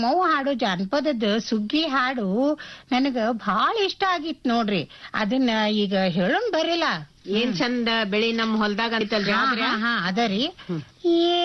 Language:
Kannada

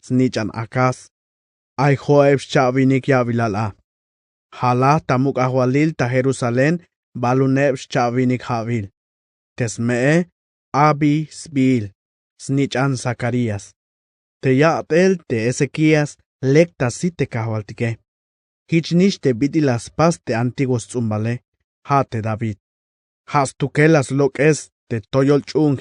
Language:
Tzeltal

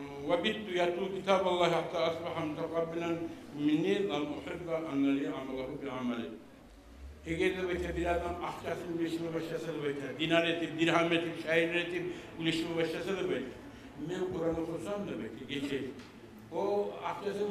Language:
Kumyk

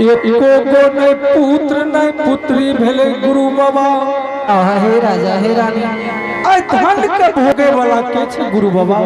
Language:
Angika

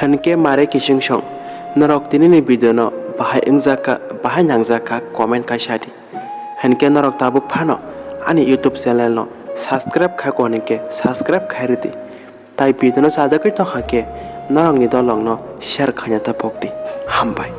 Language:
Kok Borok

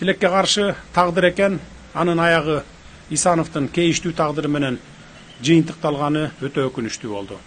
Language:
Kyrgyz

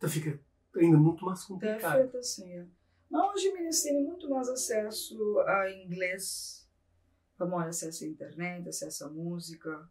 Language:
Kabuverdianu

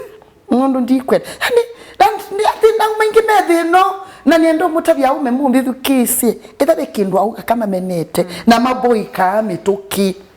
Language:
Kamba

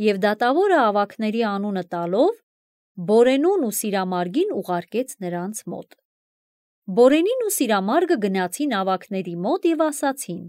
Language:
Armenian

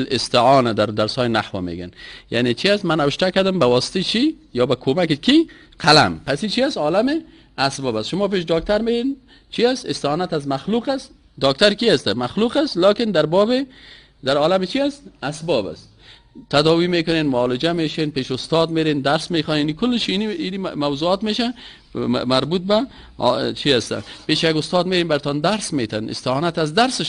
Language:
Persian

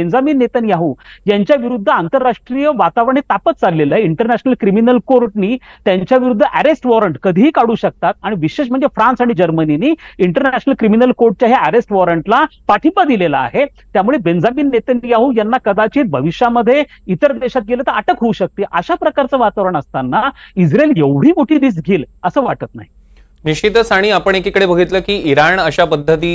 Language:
Marathi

